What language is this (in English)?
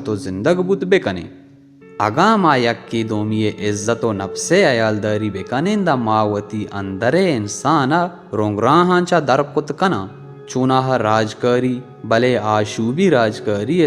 Baluchi